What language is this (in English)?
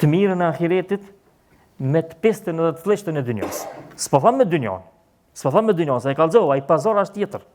Albanian